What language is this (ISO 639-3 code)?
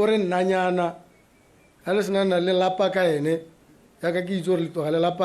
tsn